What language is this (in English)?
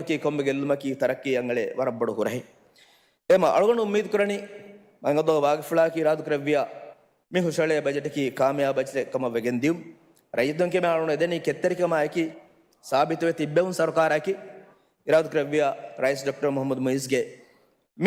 Divehi